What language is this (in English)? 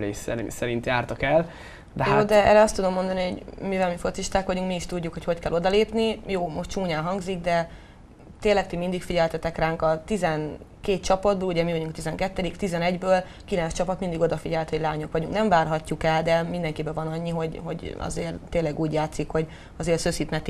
Hungarian